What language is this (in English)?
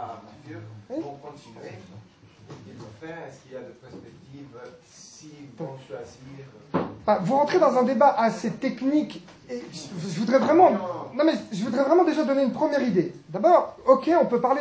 French